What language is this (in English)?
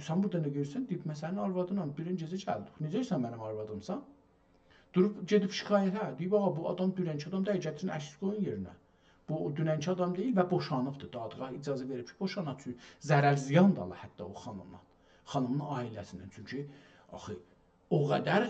South Azerbaijani